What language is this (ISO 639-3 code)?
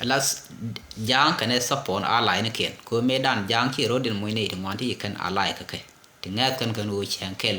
nus